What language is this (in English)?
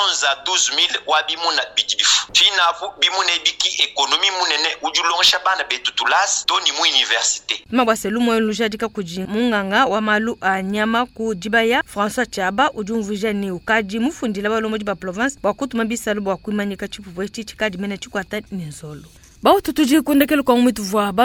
Luba-Lulua